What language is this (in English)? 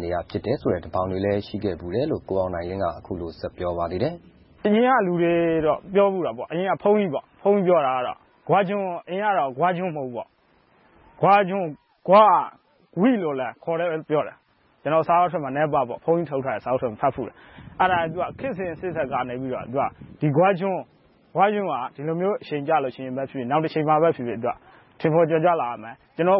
Burmese